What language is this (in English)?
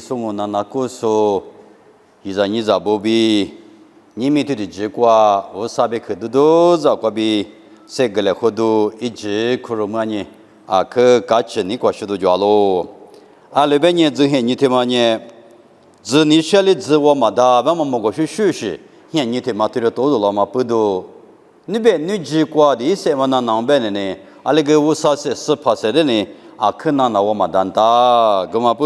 Lisu